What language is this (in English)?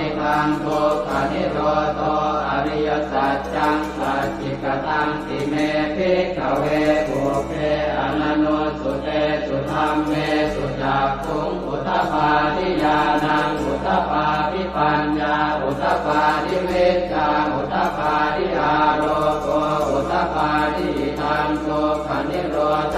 Pali